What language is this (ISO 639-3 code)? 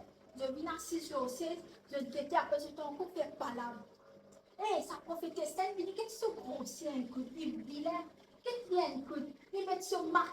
mfe